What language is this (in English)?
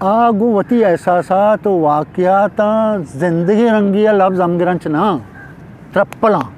Eastern Balochi